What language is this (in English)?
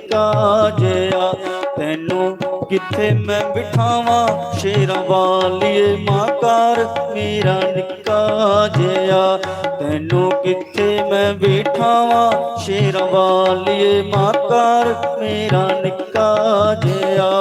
Dogri